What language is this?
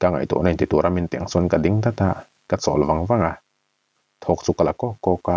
Mizo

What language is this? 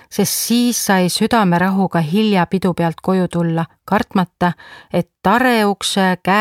Estonian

